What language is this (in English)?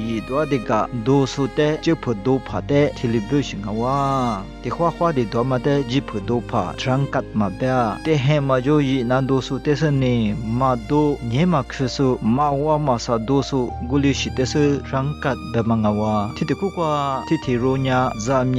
Lisu